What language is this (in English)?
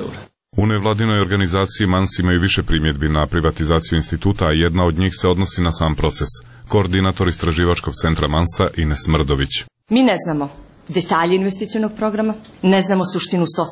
Serbian